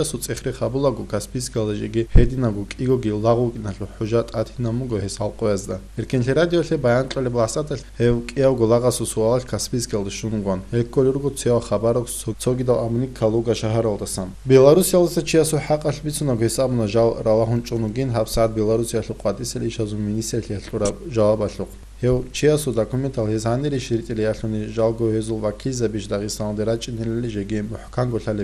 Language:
Avaric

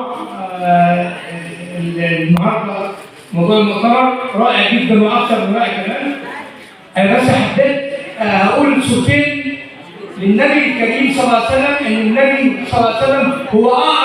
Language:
Egyptian Arabic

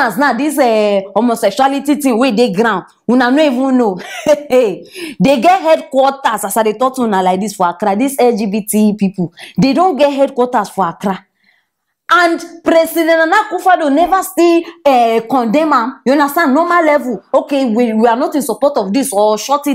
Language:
Nigerian Pidgin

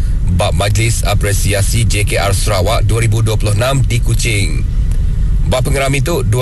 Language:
Iban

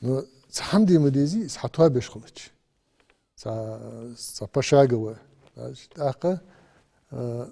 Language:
Ingush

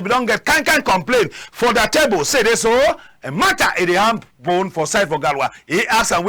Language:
Cameroon Pidgin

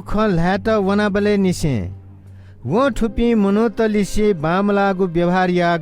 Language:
Newari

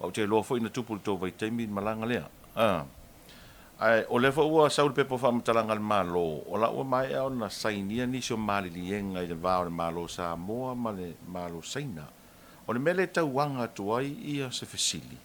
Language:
Samoan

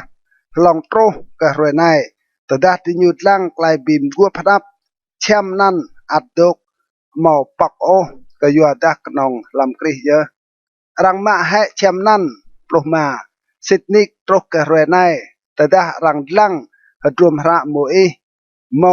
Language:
Rade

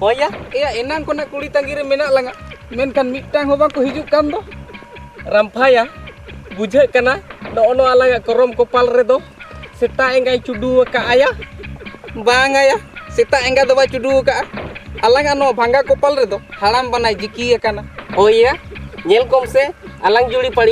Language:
Santali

